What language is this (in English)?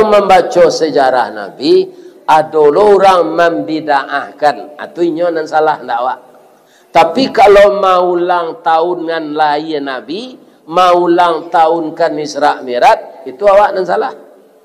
Minangkabau